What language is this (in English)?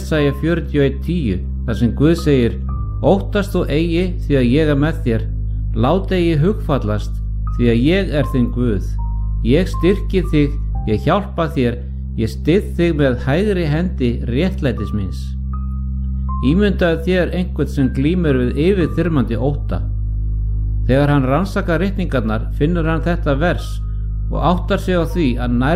Icelandic